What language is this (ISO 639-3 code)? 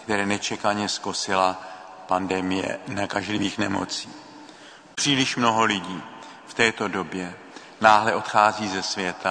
ces